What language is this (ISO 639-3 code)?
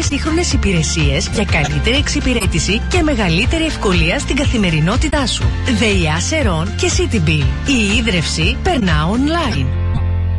ell